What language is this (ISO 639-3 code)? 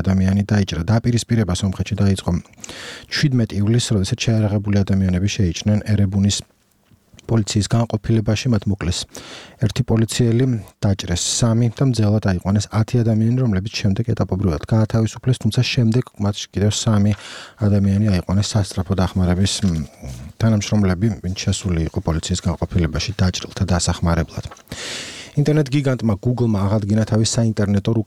kat